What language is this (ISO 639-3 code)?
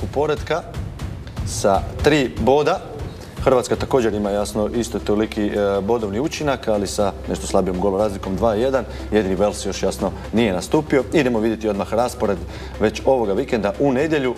hrv